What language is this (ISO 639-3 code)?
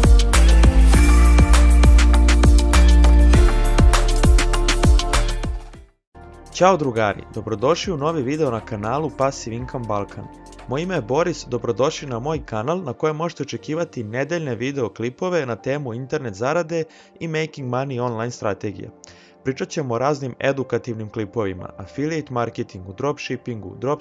srp